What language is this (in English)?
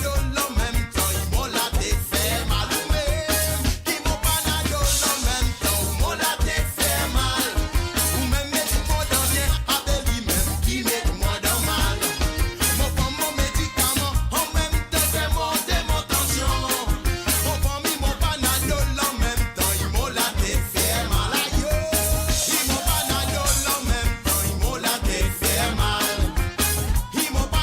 Morisyen